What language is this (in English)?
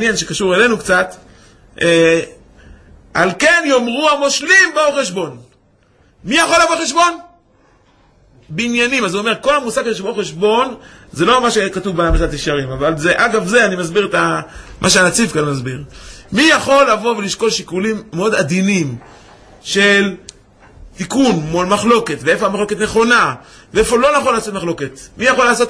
Hebrew